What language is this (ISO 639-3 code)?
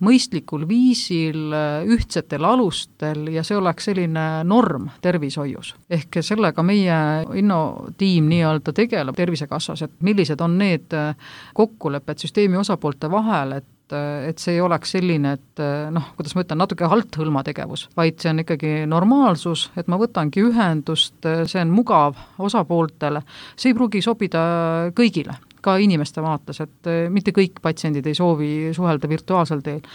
est